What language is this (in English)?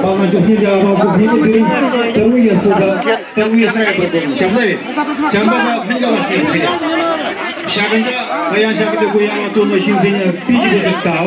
Chuvash